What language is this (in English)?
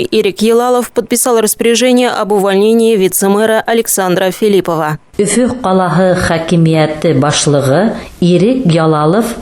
Bashkir